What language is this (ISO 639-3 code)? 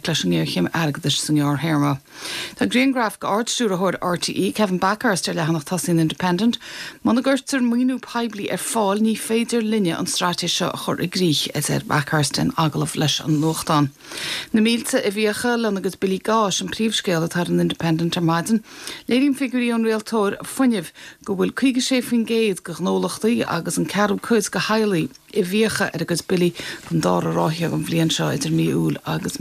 gle